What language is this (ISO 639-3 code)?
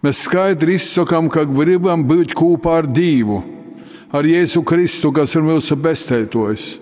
ltg